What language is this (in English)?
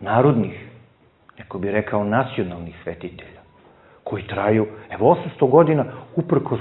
Serbian